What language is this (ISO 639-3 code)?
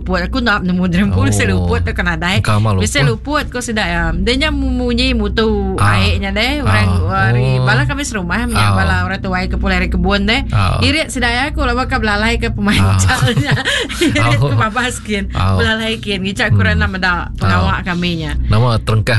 iba